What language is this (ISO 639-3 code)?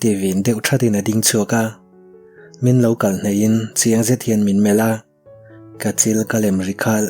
lus